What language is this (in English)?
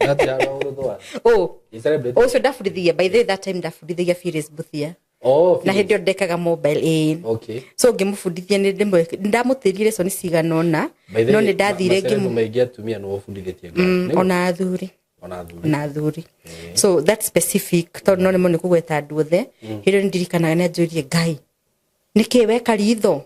Kikuyu